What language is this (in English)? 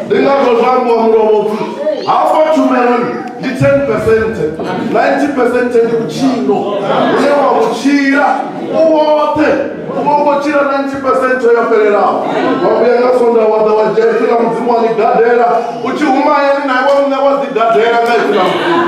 Venda